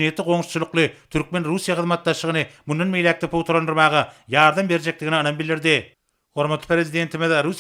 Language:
Turkmen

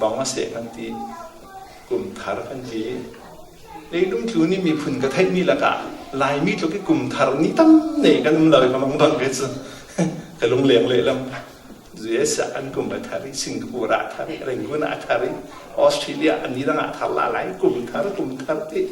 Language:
Falam Chin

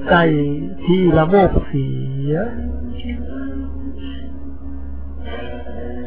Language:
Thai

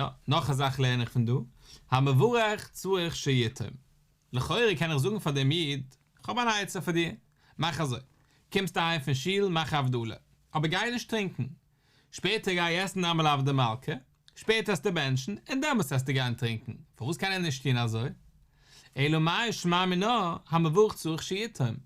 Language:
Yiddish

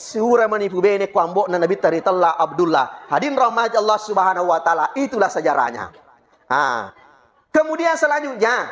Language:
Buginese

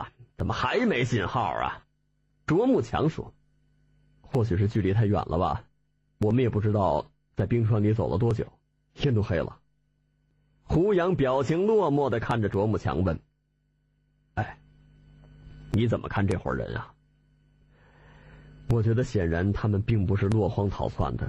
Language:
Chinese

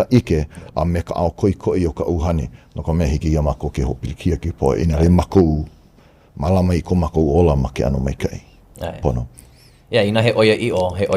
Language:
Hawaiian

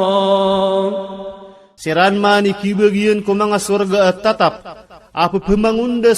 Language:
Iranun (Philippines)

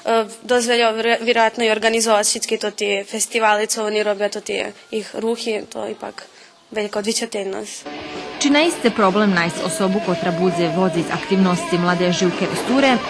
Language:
Rusyn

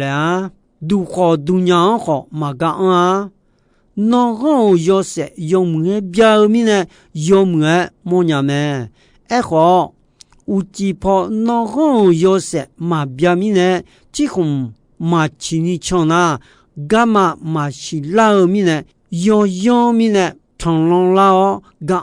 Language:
Akha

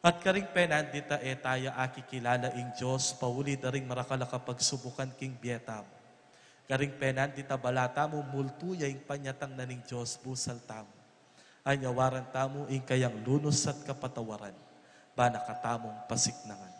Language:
Pampanga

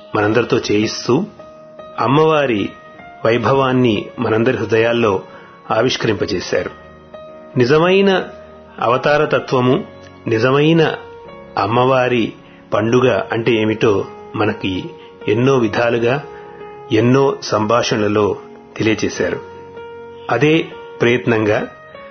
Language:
Telugu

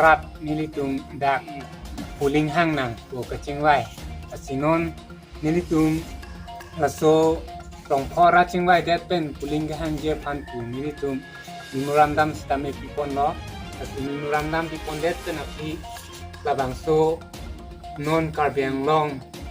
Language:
Karbi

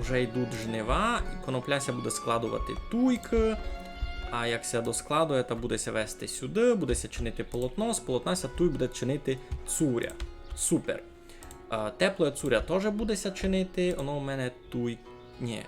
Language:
Rusyn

